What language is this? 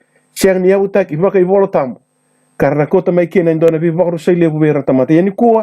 Fijian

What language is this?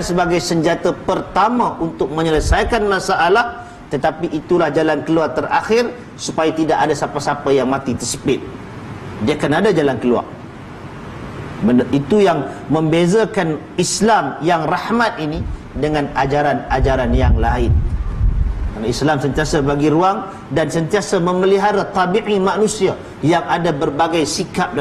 Malay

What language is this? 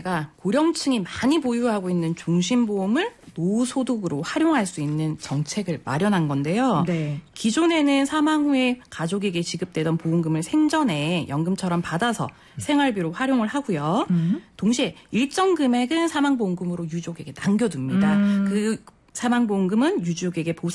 Korean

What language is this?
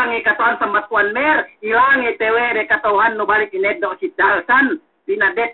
Yakan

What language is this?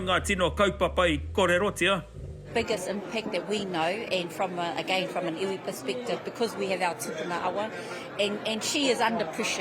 Māori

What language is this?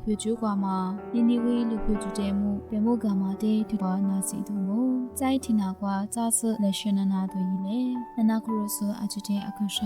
Lisu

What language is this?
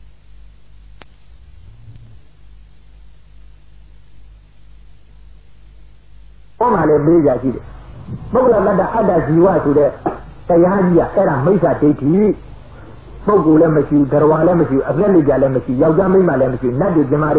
Burmese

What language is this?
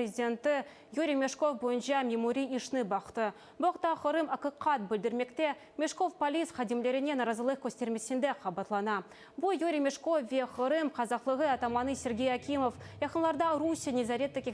Crimean Tatar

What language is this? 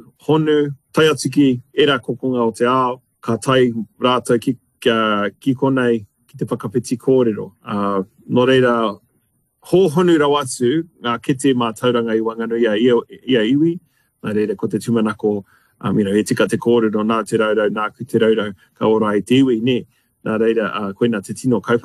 Māori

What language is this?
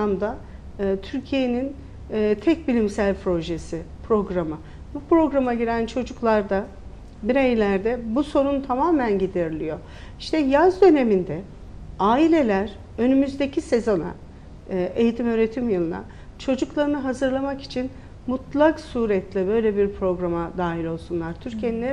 Turkish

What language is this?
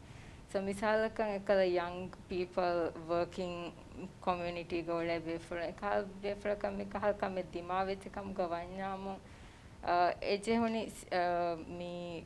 Divehi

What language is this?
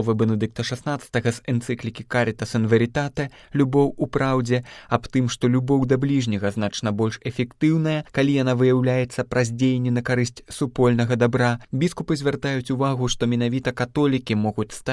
Belarusian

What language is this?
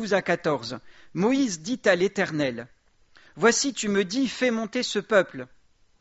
French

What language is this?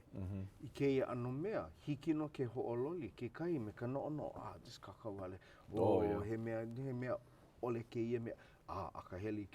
Hawaiian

